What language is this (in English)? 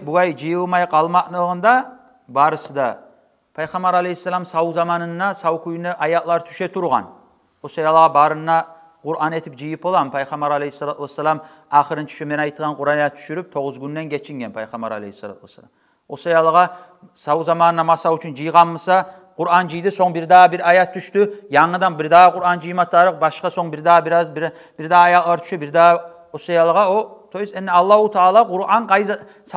Kumyk